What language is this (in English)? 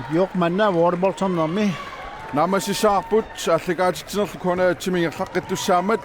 Kalaallisut